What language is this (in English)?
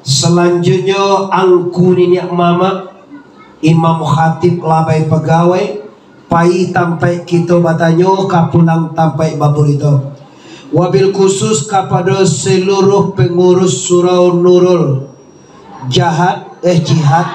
Minangkabau